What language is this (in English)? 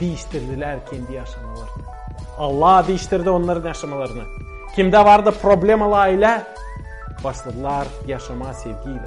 Gagauz